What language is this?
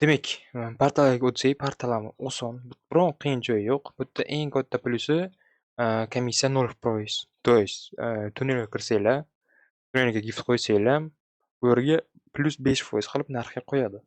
Uzbek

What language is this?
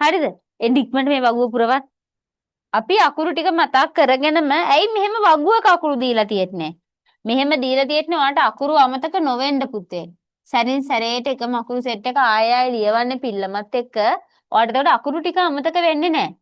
Sinhala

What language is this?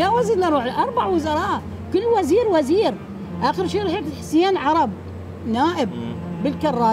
Mesopotamian Arabic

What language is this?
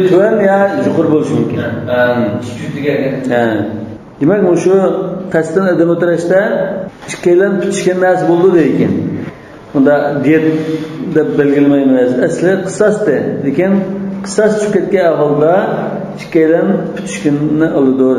Uyghur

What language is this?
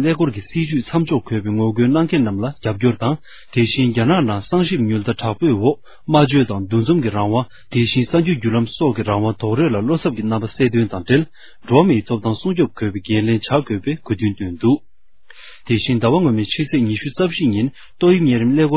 Tibetan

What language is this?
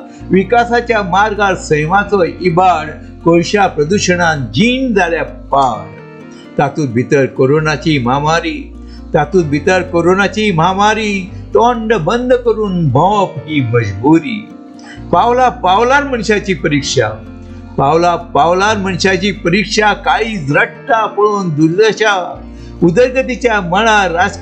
Konkani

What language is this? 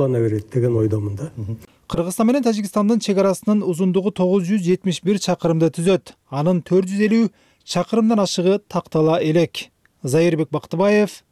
Kyrgyz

